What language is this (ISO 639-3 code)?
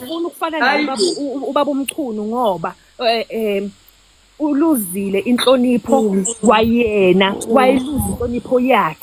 zul